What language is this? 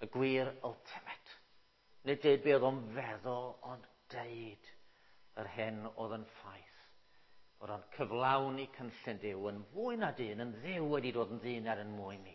Welsh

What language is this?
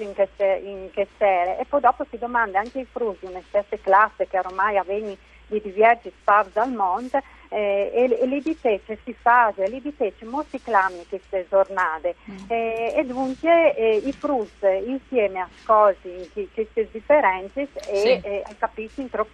Friulian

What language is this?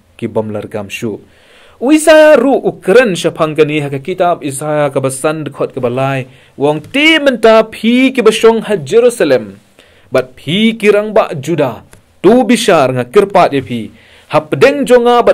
Khasi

